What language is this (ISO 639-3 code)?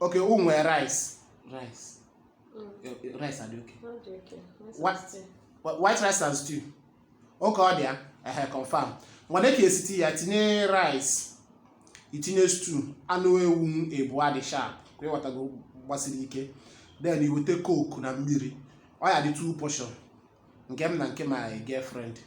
ibo